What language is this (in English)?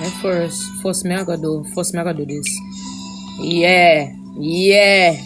Jamaican Creole English